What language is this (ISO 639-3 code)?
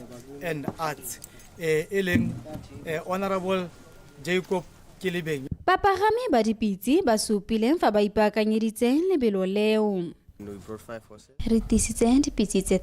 tsn